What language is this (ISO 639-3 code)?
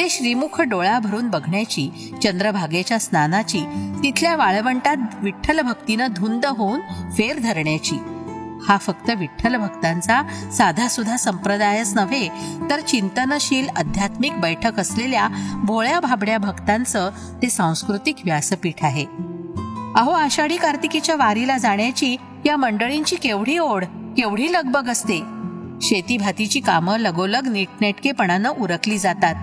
mar